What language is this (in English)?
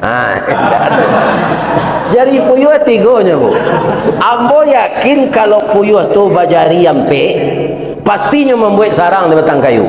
Minangkabau